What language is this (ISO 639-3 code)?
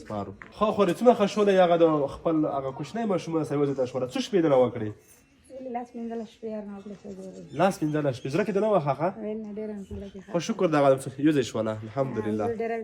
pus